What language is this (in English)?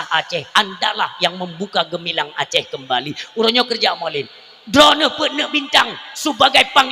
Achinese